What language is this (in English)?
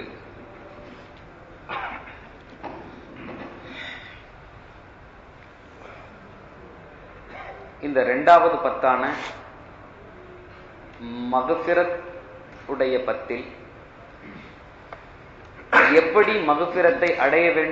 Tamil